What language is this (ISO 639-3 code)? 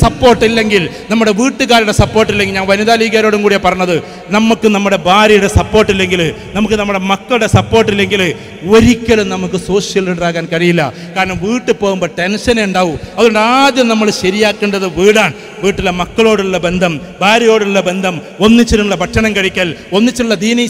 mal